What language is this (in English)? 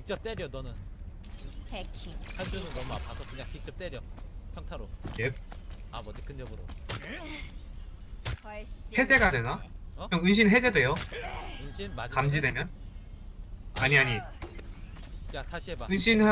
Korean